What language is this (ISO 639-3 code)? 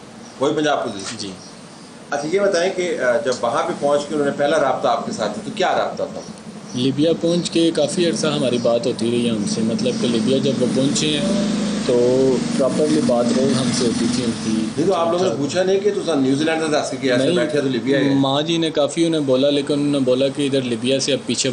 urd